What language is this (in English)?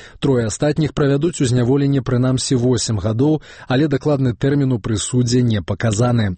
Belarusian